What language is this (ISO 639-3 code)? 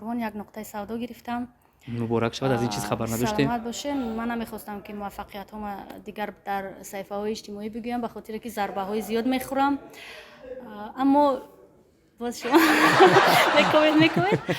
tgk